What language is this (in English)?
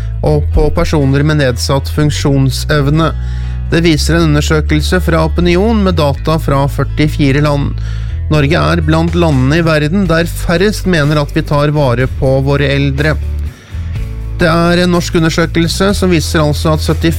Norwegian